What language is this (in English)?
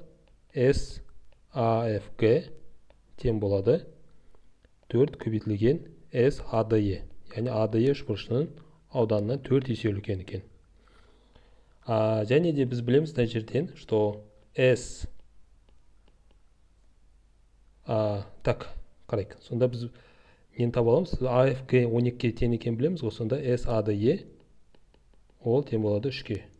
Kazakh